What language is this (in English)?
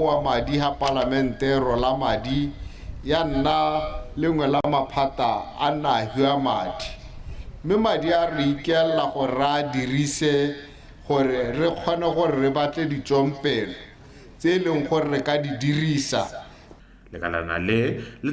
Tswana